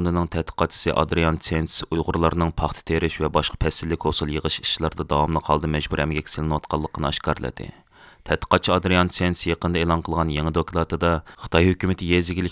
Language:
Uyghur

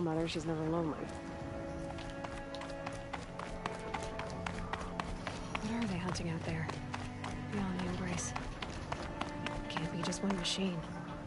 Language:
English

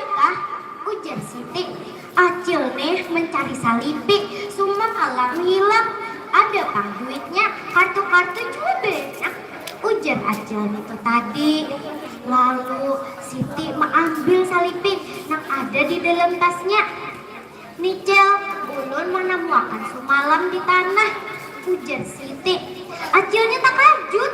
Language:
Banjar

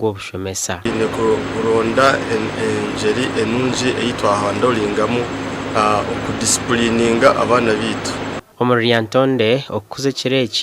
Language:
Nyankole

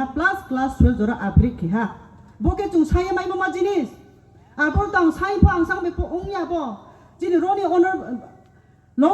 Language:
Riang (India)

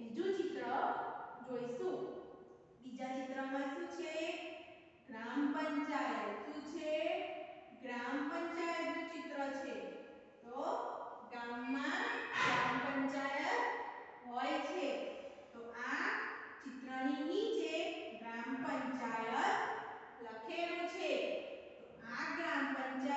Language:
Gujarati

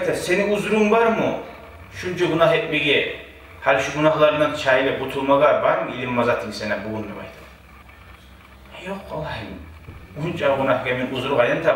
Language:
Kumyk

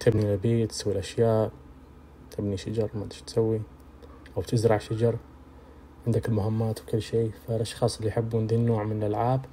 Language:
Najdi Arabic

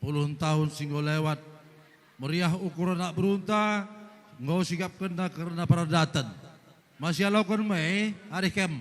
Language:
Batak Karo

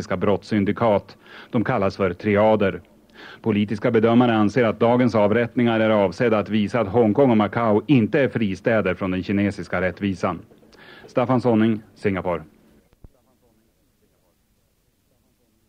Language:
Swedish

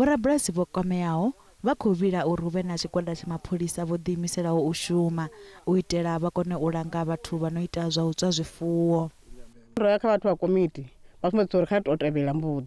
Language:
Venda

